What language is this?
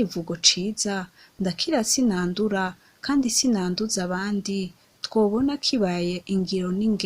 Rundi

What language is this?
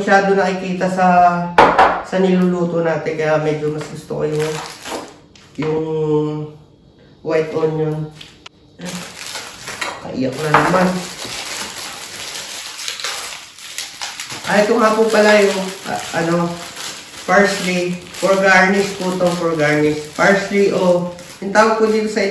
Filipino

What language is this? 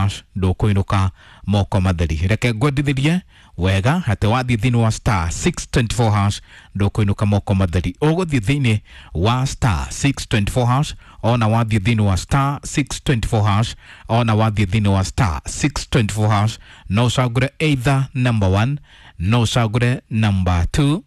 Kikuyu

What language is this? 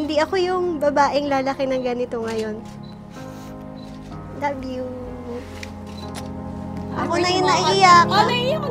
Filipino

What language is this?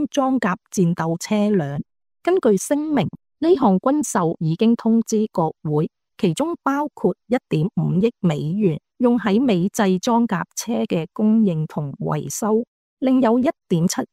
Cantonese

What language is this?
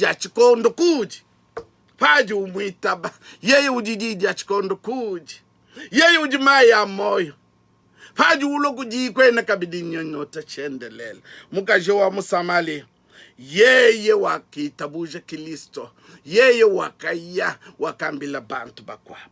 Luba-Lulua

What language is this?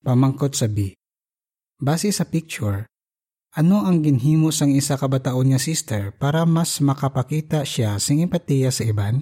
Hiligaynon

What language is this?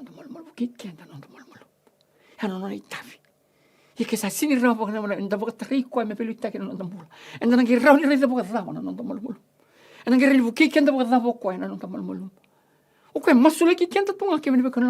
Fijian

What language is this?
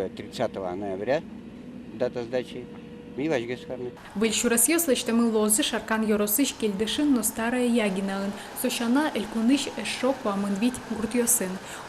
Udmurt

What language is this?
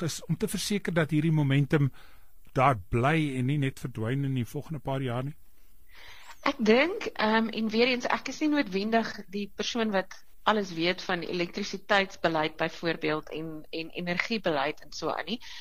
Afrikaans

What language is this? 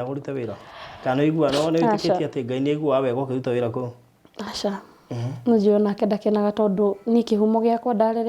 Kikuyu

